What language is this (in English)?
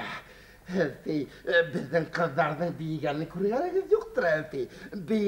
Bashkir